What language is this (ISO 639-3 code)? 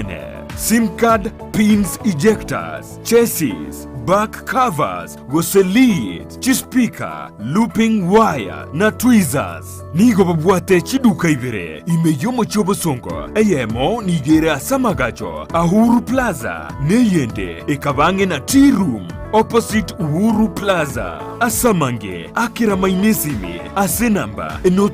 guz